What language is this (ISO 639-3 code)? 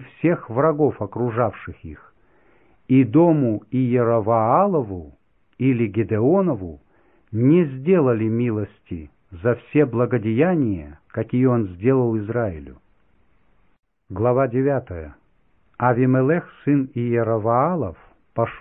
rus